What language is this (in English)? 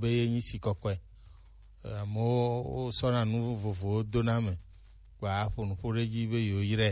Gen